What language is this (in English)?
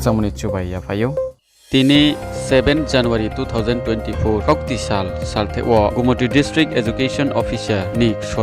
Riang (India)